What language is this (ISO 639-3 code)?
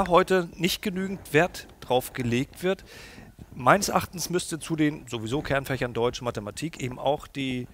deu